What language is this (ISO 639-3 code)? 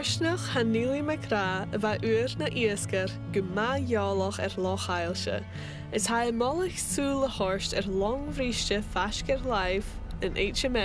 gla